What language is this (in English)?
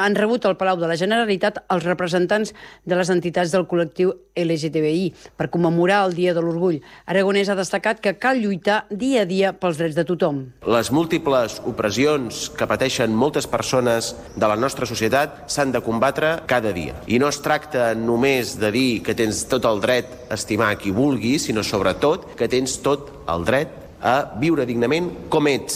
Catalan